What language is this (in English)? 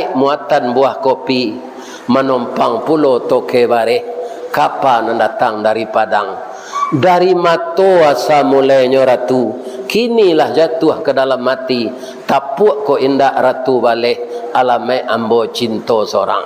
Minangkabau